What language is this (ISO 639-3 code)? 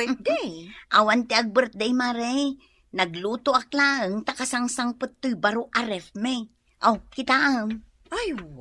ilo